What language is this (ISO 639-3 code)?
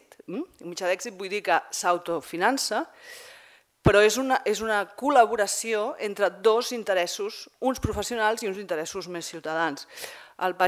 cat